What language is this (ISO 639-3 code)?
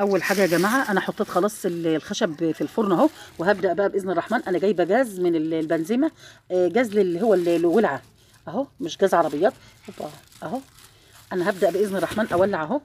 arz